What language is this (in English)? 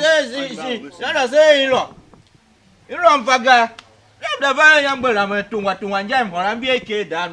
Tiv